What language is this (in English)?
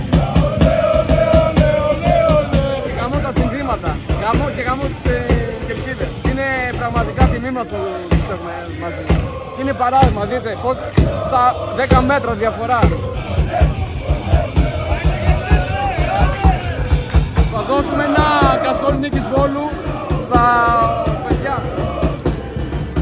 Greek